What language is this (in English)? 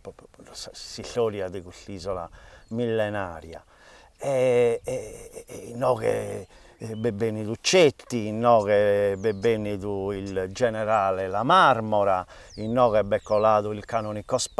Sardinian